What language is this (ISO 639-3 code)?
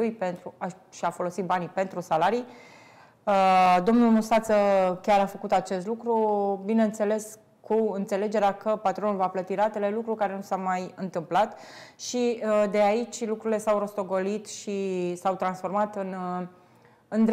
ron